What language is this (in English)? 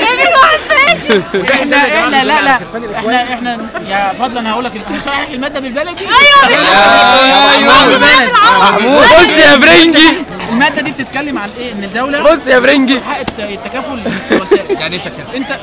Egyptian Arabic